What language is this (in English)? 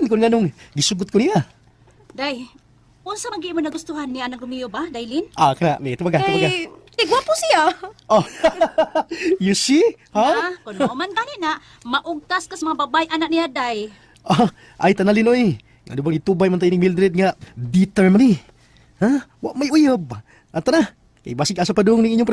Cebuano